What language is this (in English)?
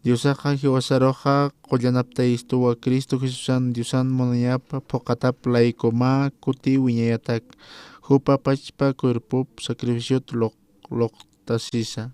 Aymara